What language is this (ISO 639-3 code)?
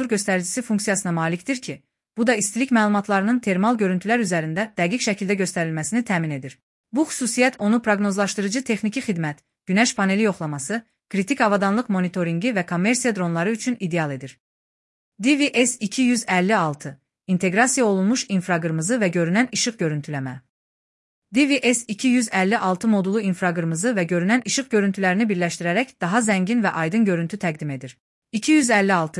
aze